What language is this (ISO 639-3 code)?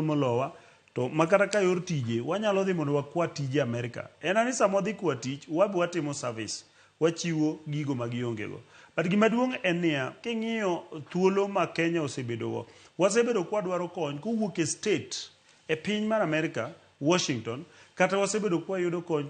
luo